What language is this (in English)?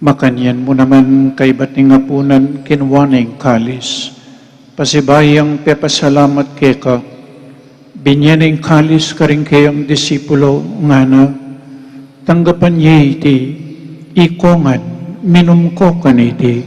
Pampanga